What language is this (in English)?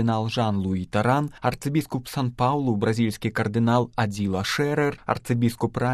Belarusian